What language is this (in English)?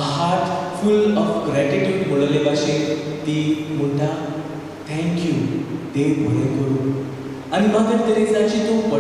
Konkani